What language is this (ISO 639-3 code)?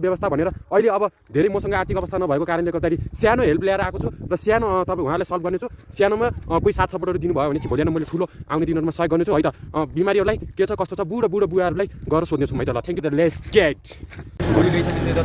nep